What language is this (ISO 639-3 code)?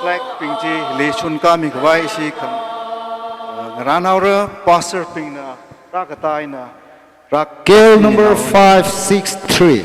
nmf